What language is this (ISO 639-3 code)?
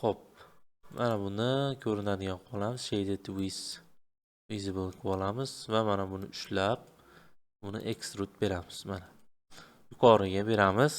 uzb